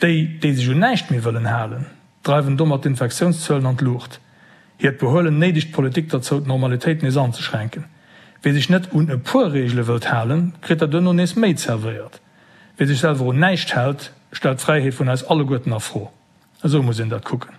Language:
Luxembourgish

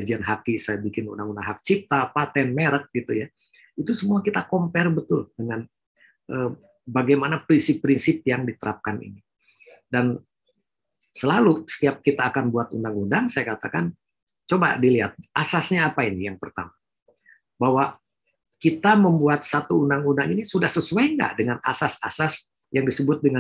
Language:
Indonesian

